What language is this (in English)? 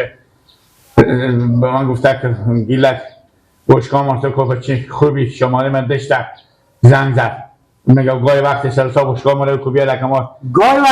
Persian